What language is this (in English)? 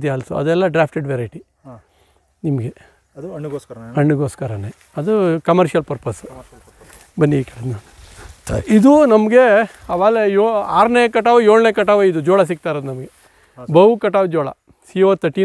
Kannada